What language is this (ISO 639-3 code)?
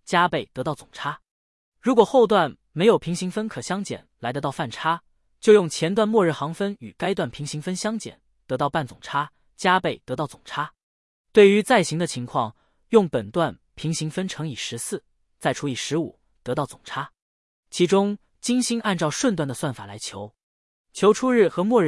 zho